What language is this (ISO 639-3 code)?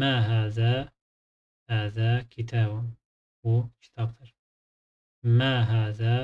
aze